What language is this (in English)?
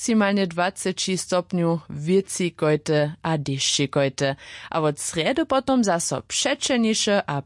Upper Sorbian